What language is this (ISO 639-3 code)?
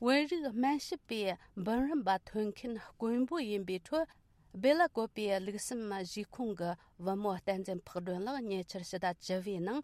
bod